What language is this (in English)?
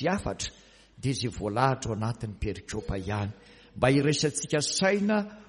Malagasy